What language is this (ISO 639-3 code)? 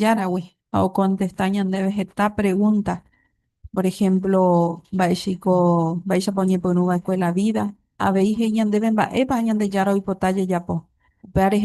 grn